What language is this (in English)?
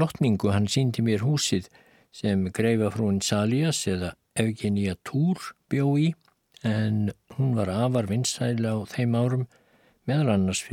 Icelandic